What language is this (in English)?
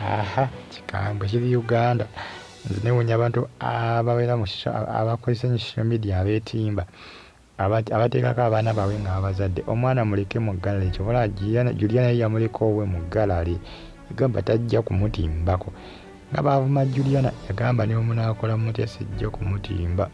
Ganda